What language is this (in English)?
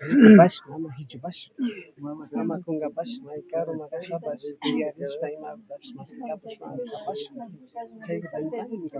Imbabura Highland Quichua